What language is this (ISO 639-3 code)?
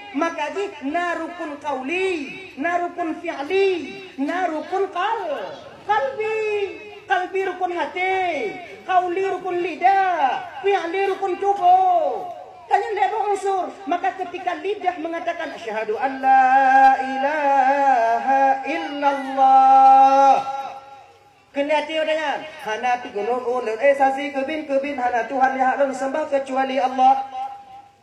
ace